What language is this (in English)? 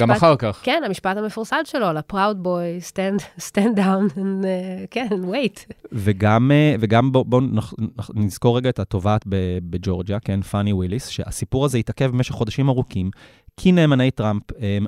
Hebrew